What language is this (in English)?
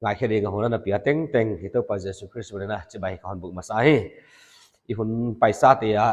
Paite Chin